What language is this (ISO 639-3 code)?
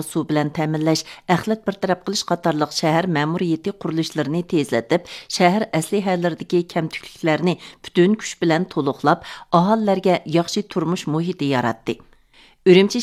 uig